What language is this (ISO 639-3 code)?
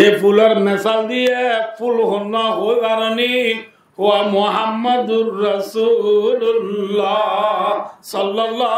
rhg